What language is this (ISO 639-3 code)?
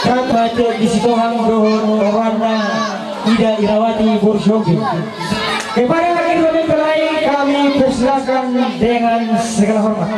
bbc